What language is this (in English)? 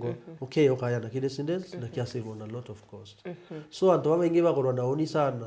Meru